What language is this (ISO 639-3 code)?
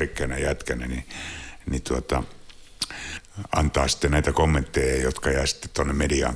fin